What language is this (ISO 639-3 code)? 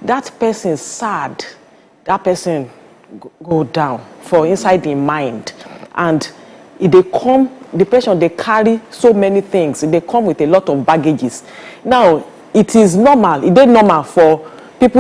pcm